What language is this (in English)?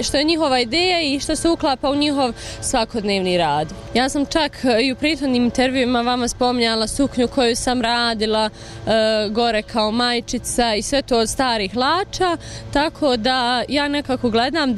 Bosnian